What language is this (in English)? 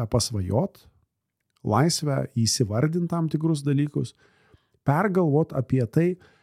Lithuanian